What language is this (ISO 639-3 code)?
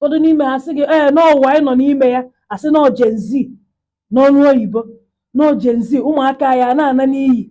ibo